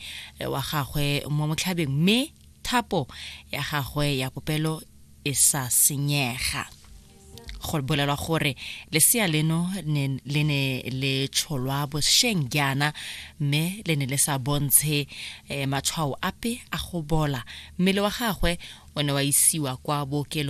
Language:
Tswana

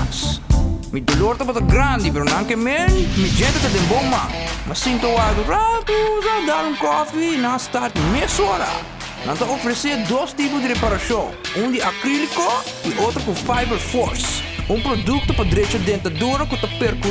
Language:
Papiamento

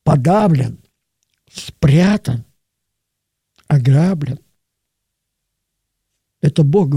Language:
Russian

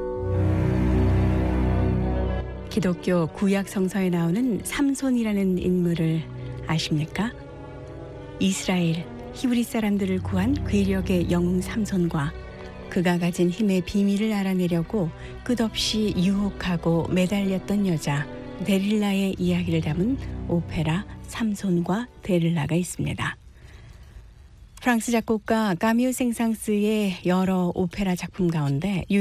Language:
Korean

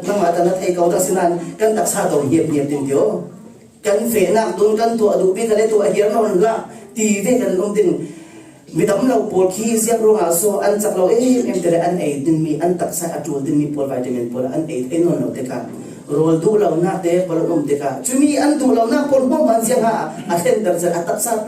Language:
Falam Chin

